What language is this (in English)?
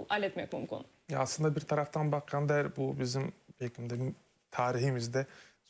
Crimean Tatar